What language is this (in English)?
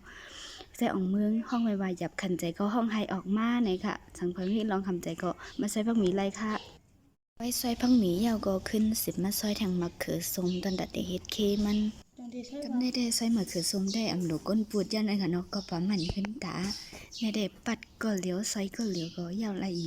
Shan